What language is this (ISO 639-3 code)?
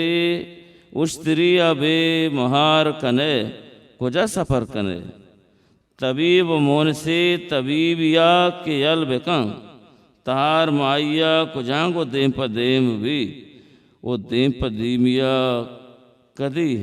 bal